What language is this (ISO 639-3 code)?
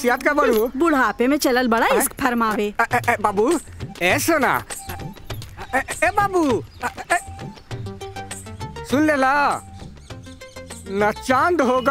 bho